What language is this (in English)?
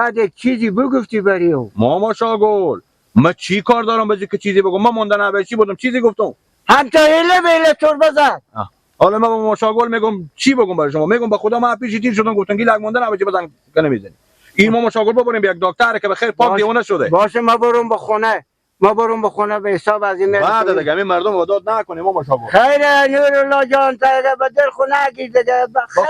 Persian